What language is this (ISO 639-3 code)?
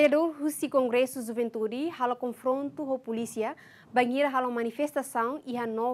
tet